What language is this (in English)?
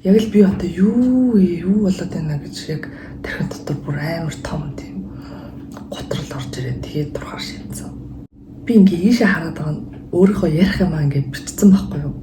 Mongolian